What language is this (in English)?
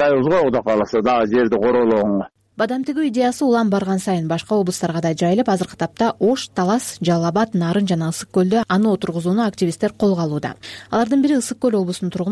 Kyrgyz